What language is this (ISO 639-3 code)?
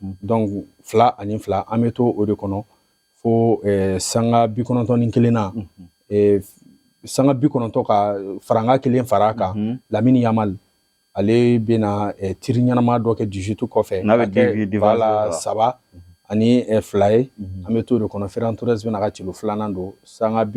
bam